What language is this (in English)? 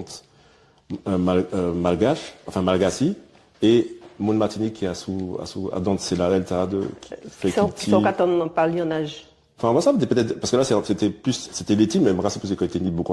Guadeloupean Creole French